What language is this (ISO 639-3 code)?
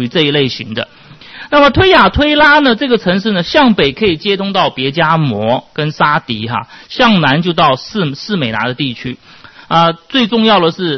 zho